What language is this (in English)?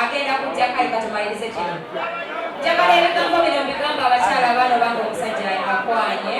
Ganda